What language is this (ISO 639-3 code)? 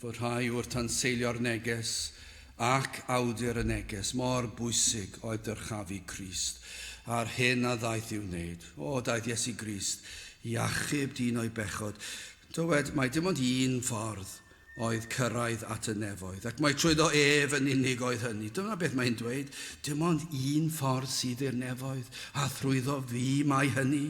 cym